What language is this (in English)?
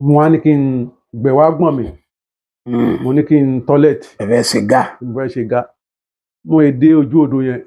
Yoruba